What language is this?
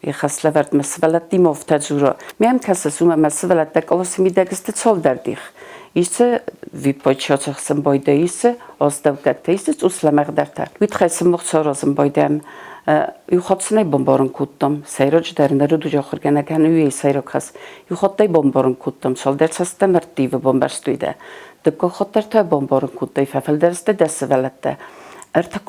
Ossetic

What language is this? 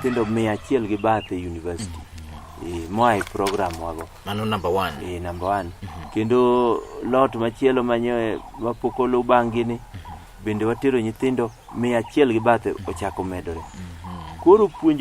Luo (Kenya and Tanzania)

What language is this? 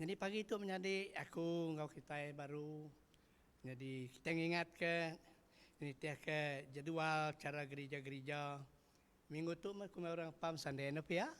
Iban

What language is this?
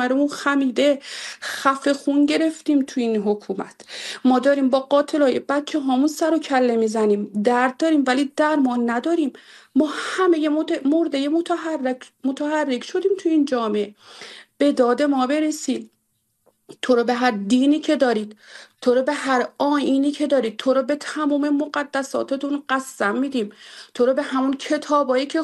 Persian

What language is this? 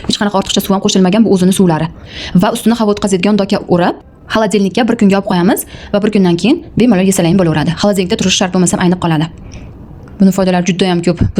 Uzbek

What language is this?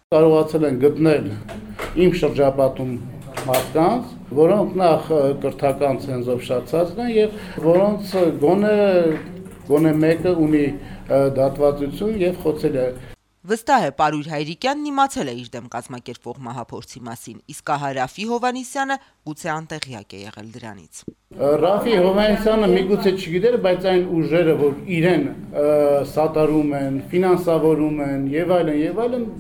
Armenian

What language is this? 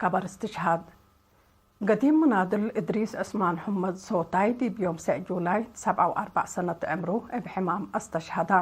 Tigre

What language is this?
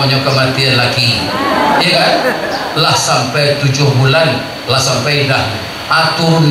Minangkabau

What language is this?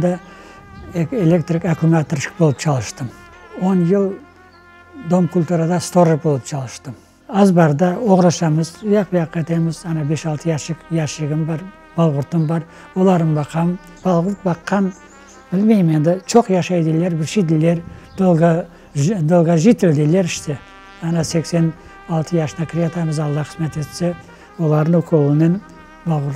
Crimean Tatar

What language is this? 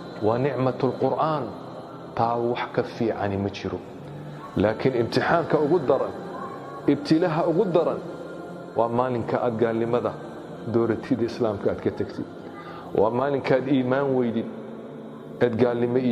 Somali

